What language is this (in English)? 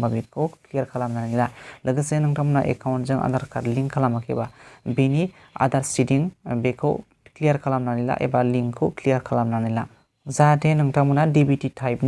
Bodo